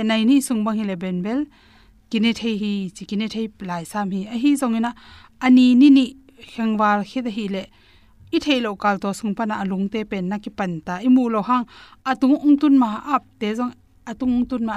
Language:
Tedim Chin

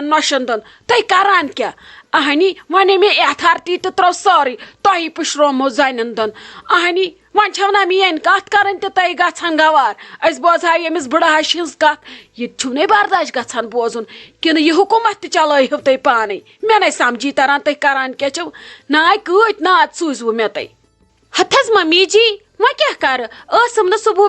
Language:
Kashmiri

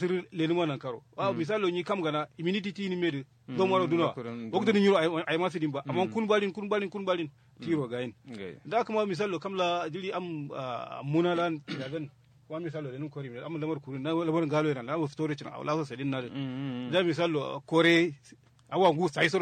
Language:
Kanuri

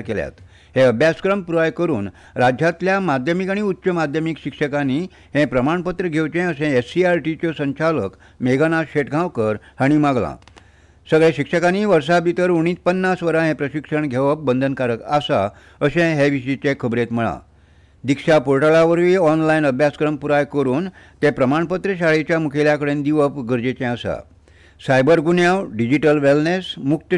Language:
Konkani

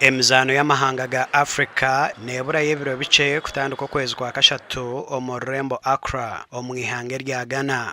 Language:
Nyankole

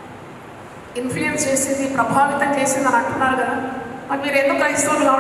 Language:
Telugu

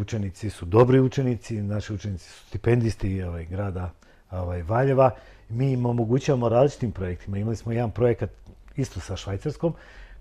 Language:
Serbian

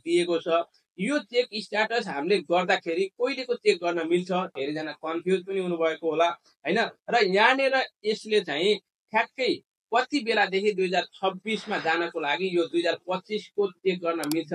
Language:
Nepali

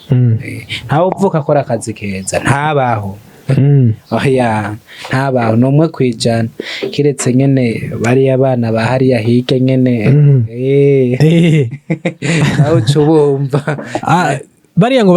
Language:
Rundi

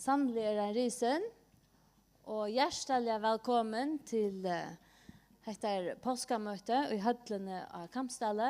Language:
Faroese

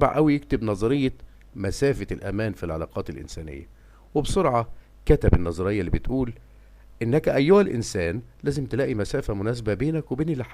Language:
Egyptian Arabic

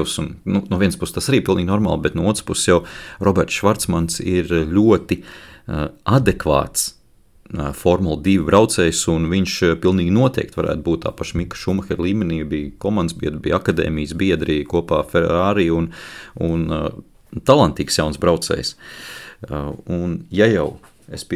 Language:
Latvian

